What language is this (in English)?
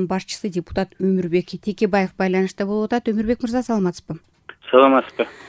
Kyrgyz